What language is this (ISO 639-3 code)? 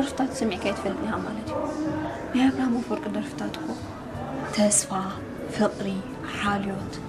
tir